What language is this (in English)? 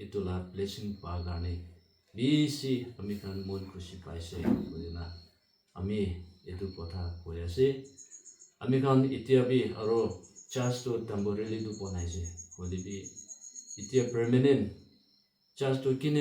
Naga Pidgin